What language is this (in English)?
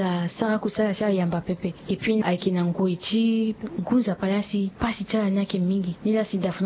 Sango